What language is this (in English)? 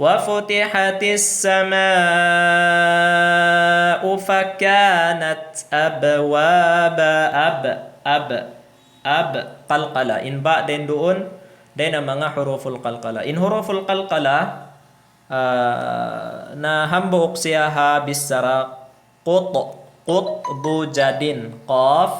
Tausug